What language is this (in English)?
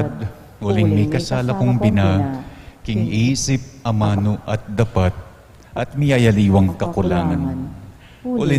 Pampanga